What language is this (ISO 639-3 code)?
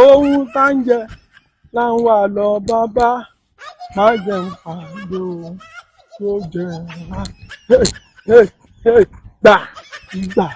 yor